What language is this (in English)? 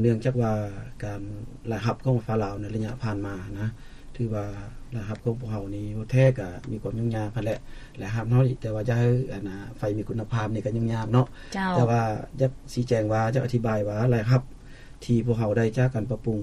Lao